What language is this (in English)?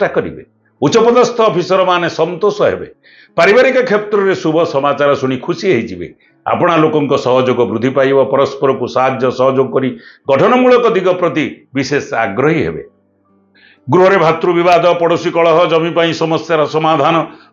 Odia